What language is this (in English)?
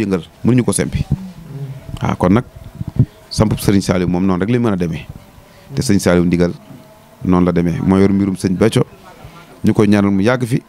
Wolof